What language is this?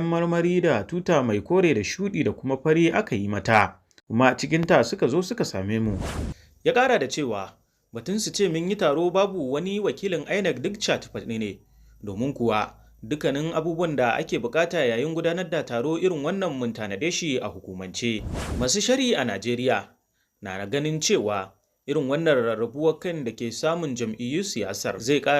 Hausa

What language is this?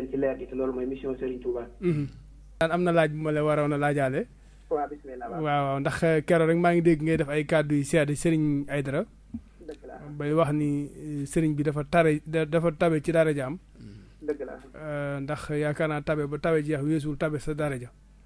Wolof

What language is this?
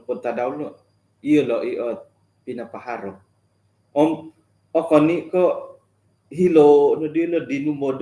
Central Dusun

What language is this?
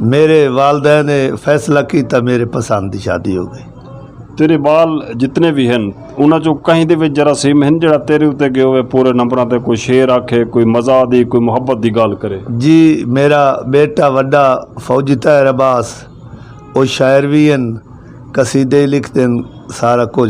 Western Panjabi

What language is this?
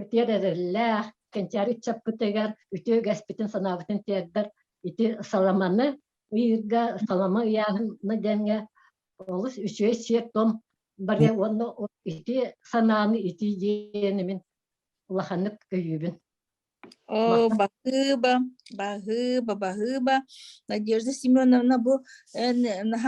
Yakut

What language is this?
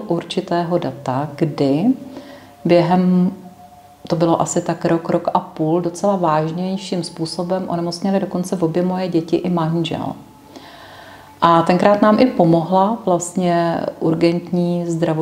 Czech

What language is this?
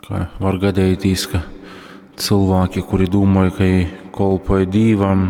Latgalian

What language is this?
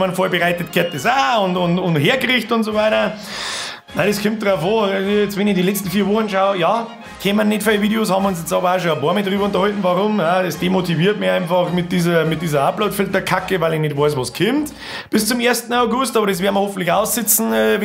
Bavarian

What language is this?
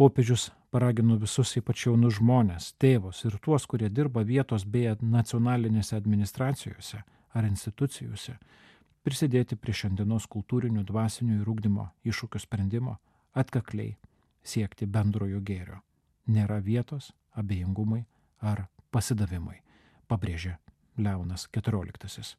Lithuanian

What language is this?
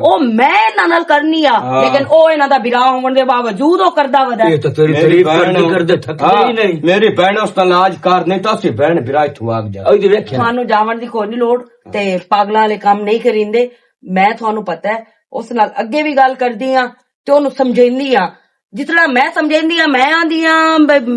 Western Panjabi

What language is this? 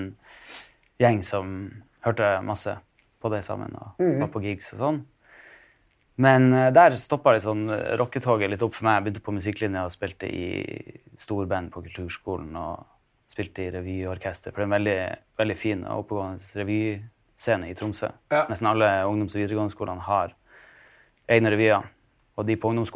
Norwegian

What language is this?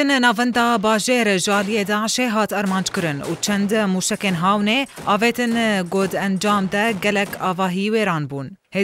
Kurdish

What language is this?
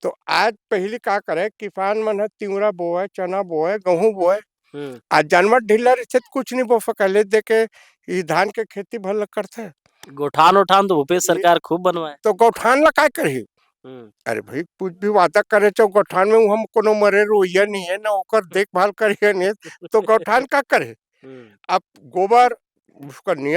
Chhattisgarhi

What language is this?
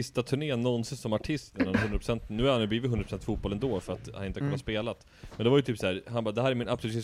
Swedish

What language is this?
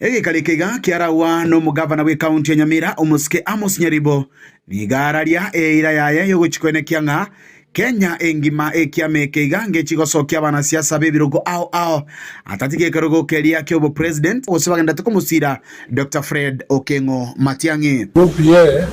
Gusii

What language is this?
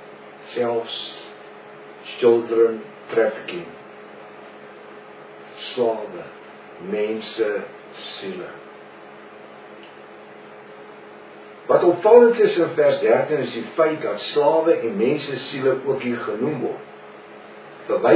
Afrikaans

